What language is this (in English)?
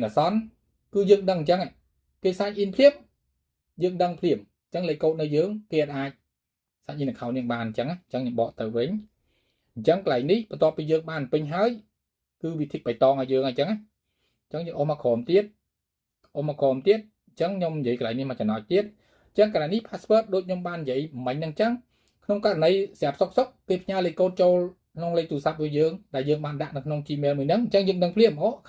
Khmer